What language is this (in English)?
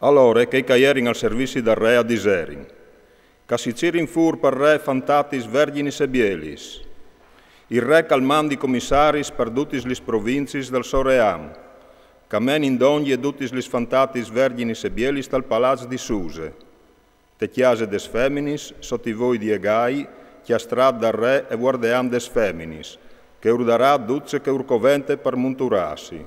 Friulian